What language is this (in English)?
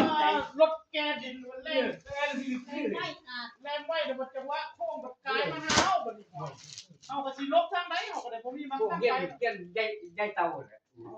Northeastern Thai